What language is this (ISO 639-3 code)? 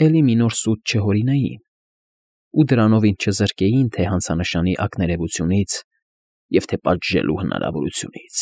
hye